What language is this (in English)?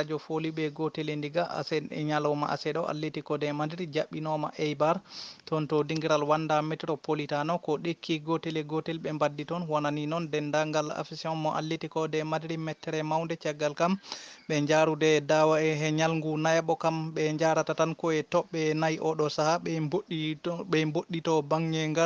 Fula